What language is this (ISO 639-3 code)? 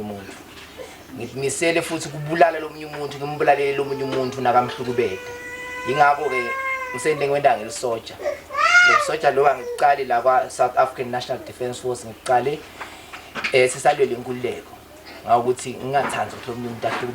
zul